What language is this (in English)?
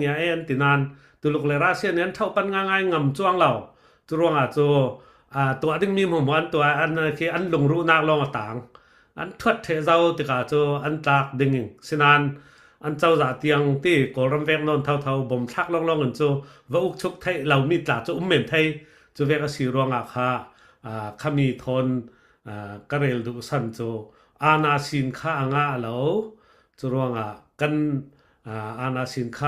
Falam Chin